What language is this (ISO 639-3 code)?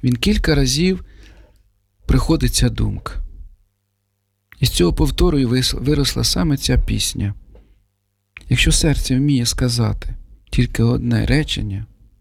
ukr